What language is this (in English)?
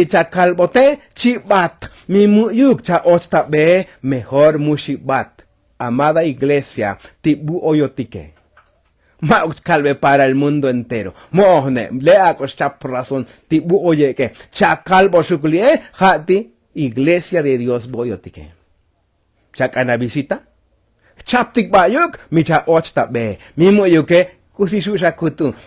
Tzotzil